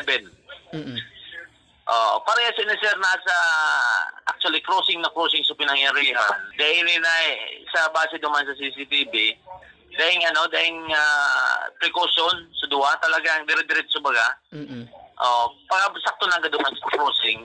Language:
Bikol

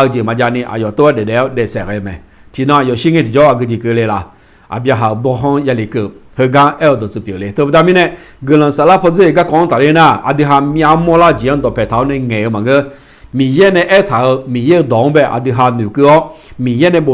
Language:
Akha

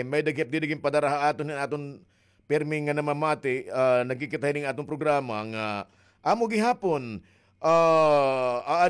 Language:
Waray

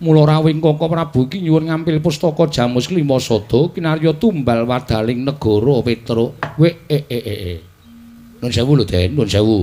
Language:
Javanese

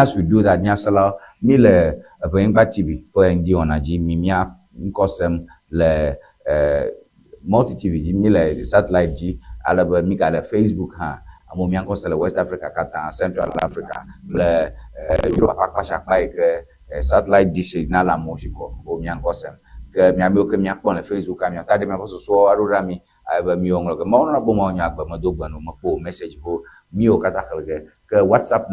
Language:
Ewe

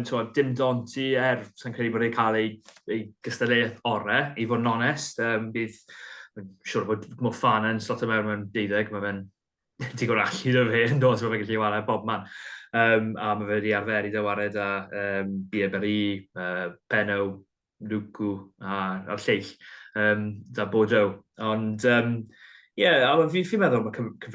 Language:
Welsh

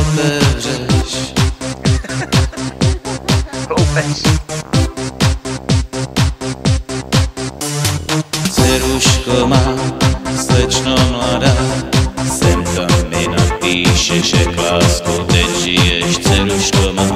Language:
Czech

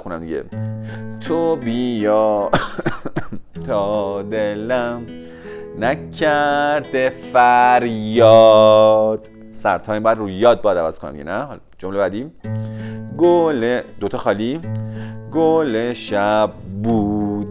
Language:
Persian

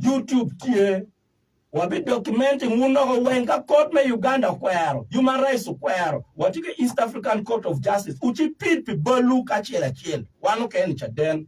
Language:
Acoli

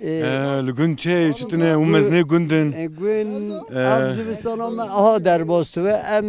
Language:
Kurdish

